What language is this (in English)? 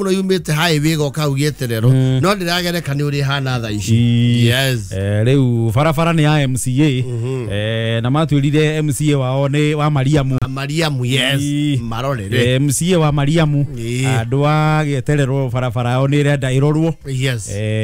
Kikuyu